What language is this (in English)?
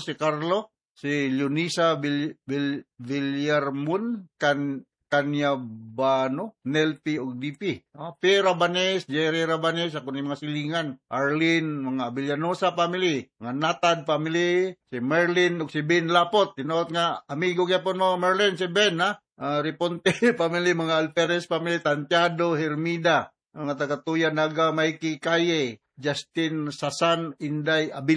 Cebuano